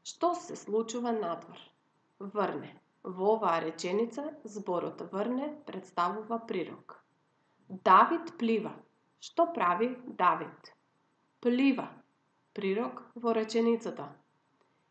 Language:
Macedonian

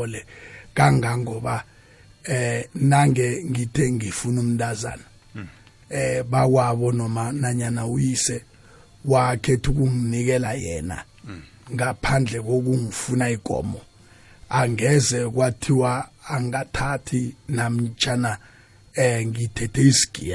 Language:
South Ndebele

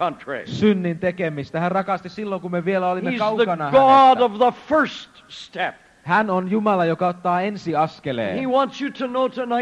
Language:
Finnish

